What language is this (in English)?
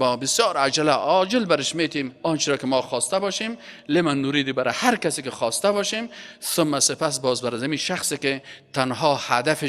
Persian